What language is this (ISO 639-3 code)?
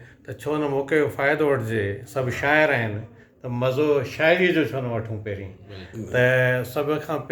snd